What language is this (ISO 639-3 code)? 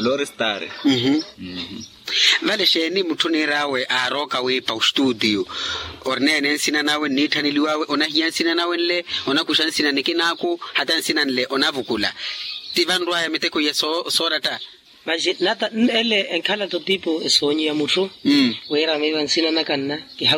vmw